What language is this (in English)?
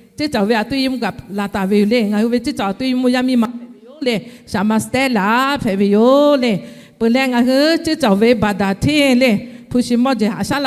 Lahu